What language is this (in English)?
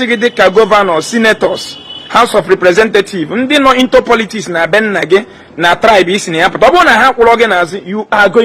Igbo